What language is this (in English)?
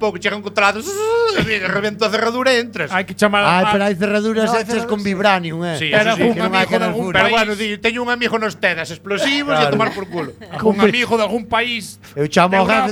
Galician